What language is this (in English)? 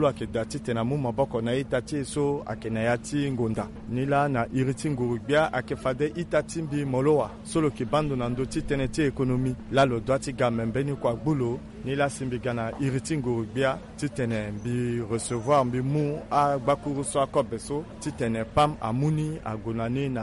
Sango